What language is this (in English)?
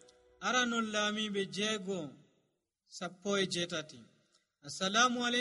Nigerian Fulfulde